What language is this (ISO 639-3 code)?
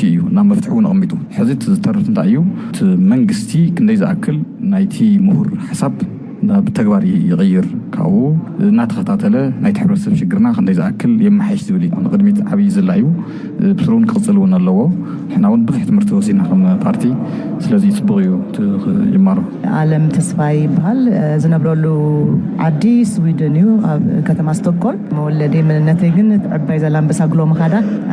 tir